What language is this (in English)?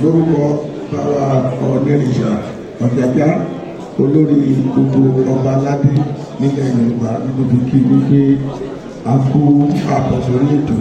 Yoruba